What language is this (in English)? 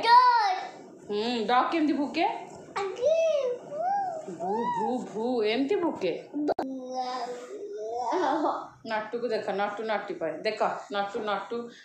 Odia